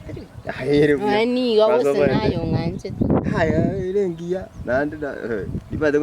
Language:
Gusii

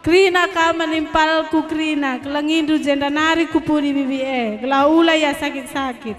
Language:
Batak Karo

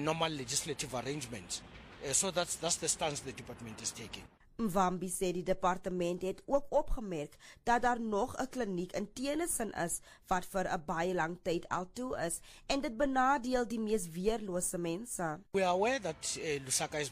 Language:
Afrikaans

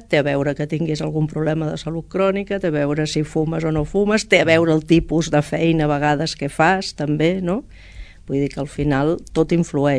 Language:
Catalan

